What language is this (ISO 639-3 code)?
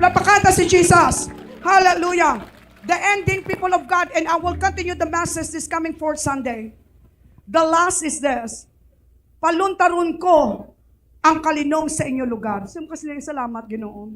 hil